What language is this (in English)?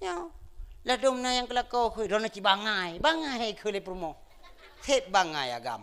Achinese